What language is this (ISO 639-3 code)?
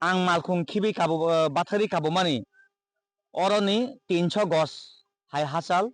trp